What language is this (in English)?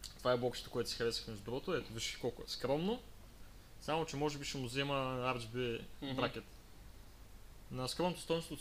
Bulgarian